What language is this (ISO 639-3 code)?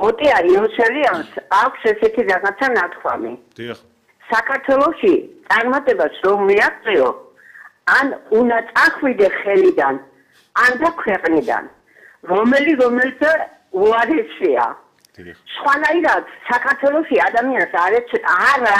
kat